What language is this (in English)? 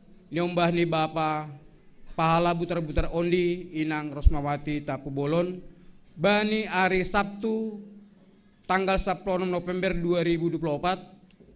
Batak Simalungun